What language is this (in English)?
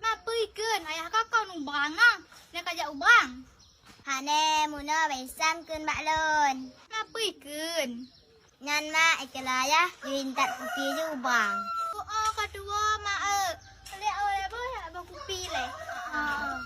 Achinese